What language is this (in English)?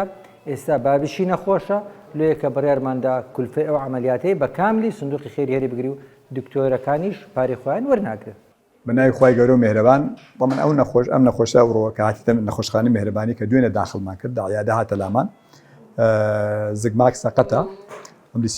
Central Kurdish